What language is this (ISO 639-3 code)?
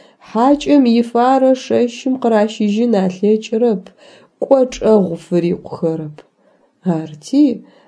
ady